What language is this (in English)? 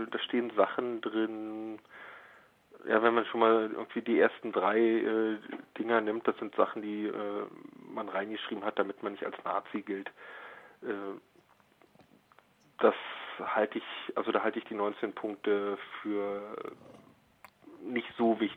German